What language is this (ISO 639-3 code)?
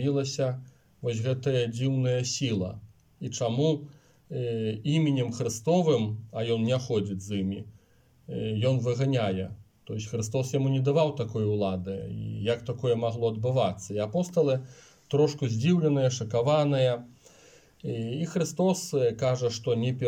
bel